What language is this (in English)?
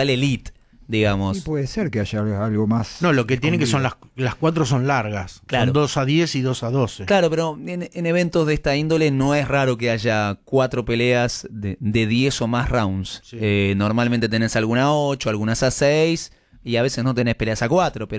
Spanish